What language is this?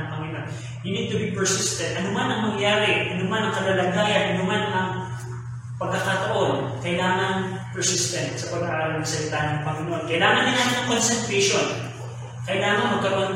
Filipino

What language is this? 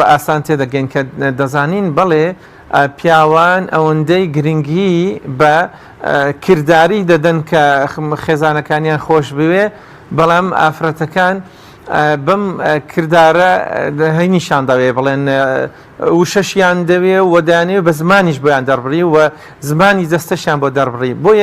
Central Kurdish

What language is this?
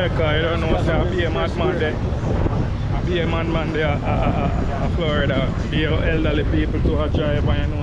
Jamaican Creole English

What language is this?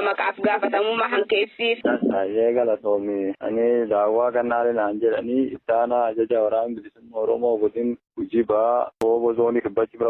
Oromo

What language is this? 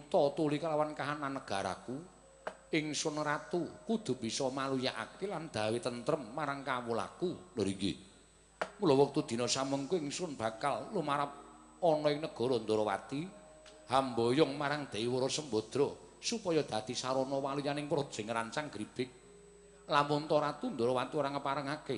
Javanese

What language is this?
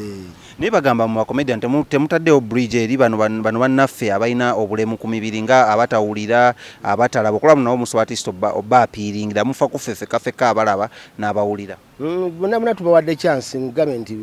Ganda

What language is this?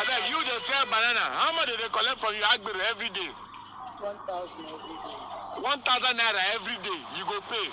Nigerian Pidgin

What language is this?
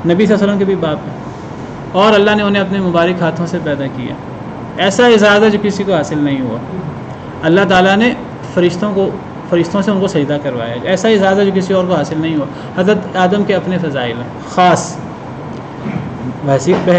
Urdu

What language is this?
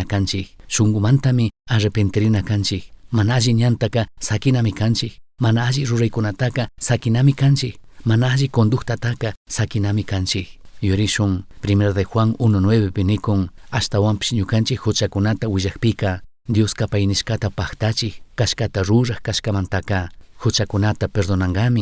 Chimborazo Highland Quichua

